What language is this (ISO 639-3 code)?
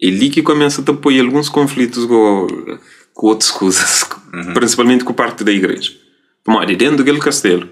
kea